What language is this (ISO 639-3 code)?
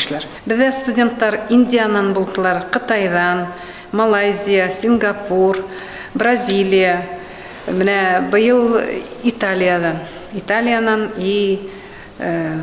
bak